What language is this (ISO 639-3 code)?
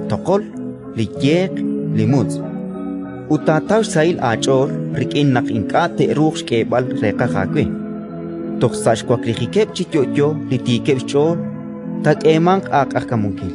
kek